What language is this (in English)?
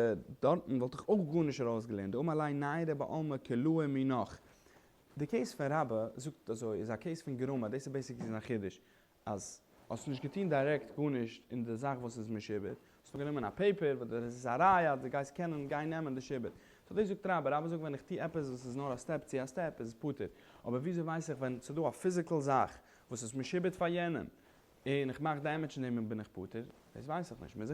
Yiddish